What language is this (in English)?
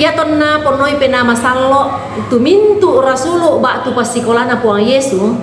Toraja-Sa'dan